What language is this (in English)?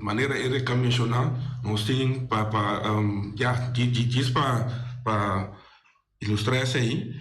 Papiamento